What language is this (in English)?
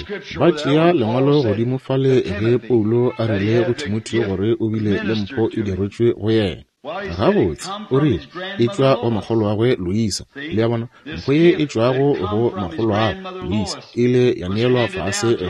Northern Sotho